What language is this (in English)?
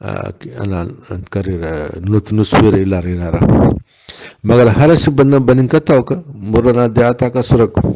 Brahui